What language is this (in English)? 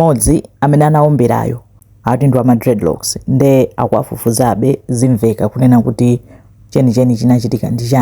Nyanja